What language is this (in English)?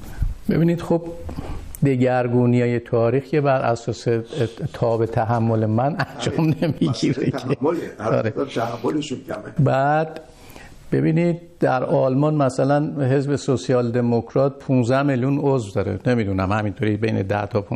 Persian